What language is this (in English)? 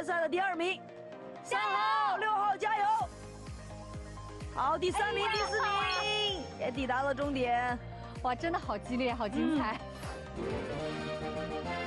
Chinese